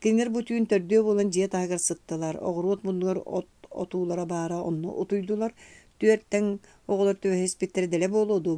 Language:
Yakut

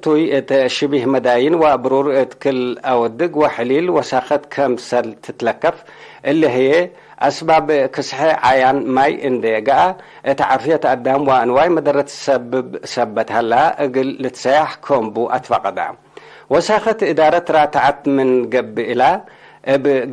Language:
Tigre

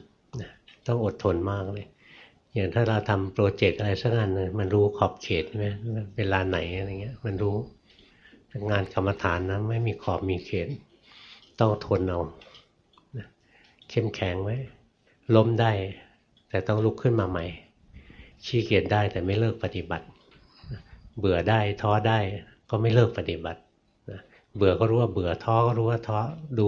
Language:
Thai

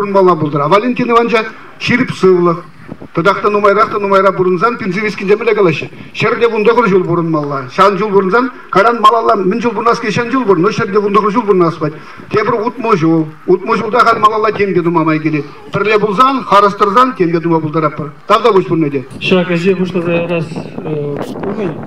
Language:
Chuvash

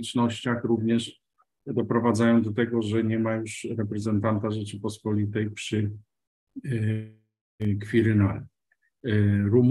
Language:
Polish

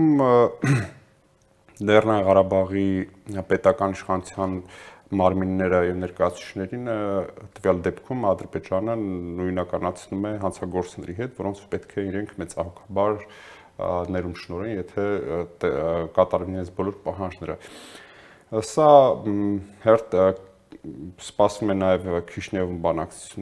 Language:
Armenian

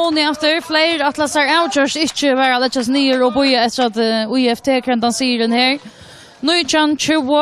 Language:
Faroese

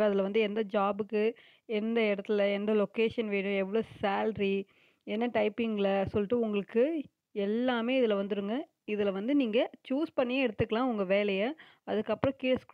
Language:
Tamil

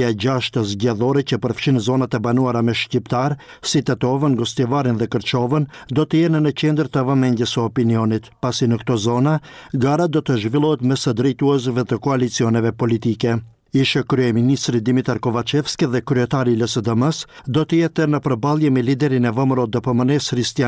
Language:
Albanian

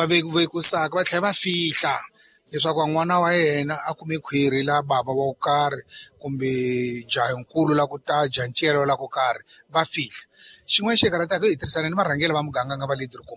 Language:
Tsonga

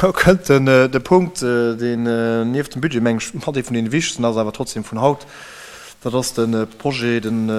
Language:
Luxembourgish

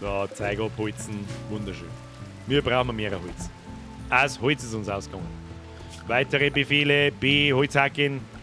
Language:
Bavarian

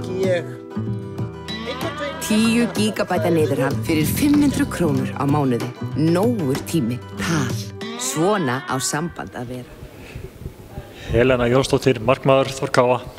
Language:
Icelandic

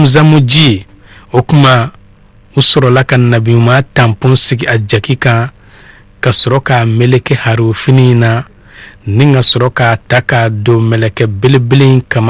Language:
Bambara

